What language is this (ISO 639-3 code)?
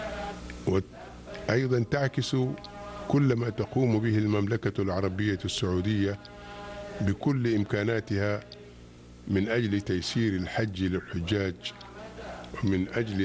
ara